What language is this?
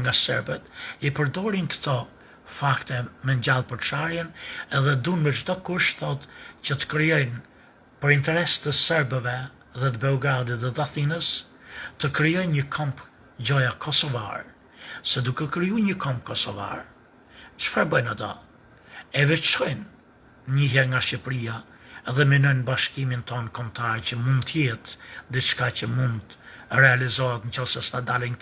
Albanian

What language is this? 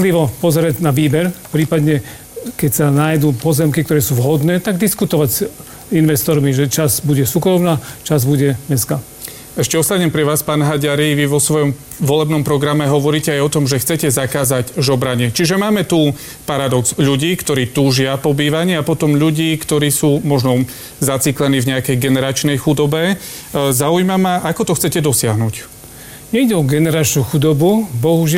Slovak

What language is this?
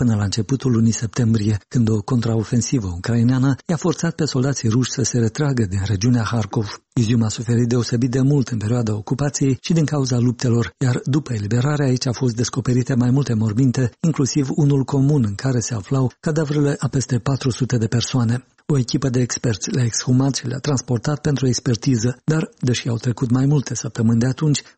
Romanian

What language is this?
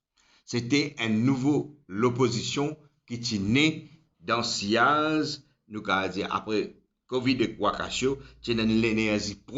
Morisyen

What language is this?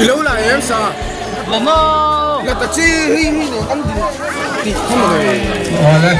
Mizo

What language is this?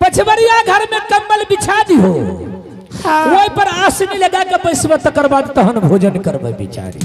Angika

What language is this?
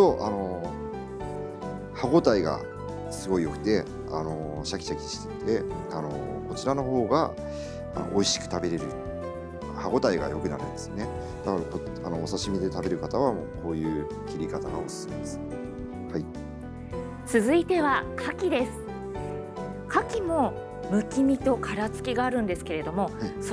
Japanese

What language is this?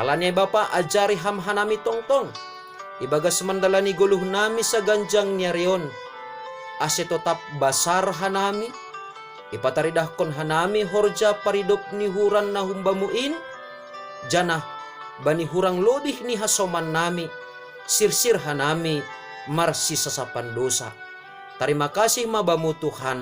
Batak Simalungun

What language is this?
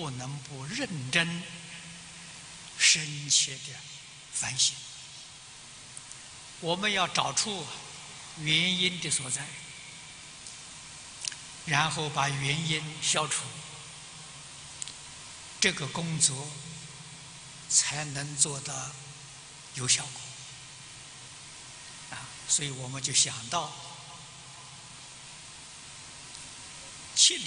Chinese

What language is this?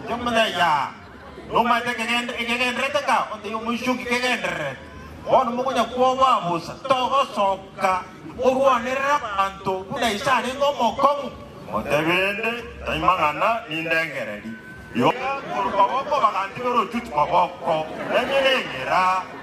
Gusii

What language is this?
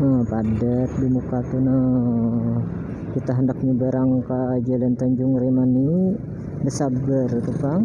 Banjar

